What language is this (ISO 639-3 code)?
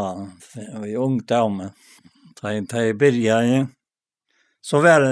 fao